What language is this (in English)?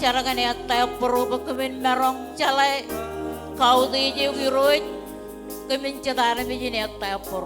Marshallese